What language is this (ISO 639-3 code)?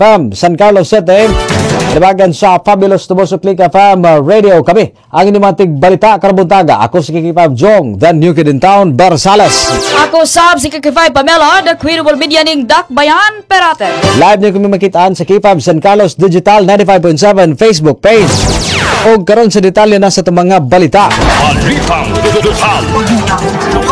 ceb